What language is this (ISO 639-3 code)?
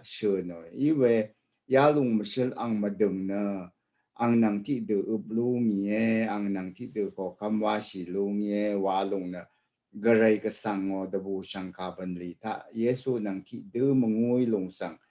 raw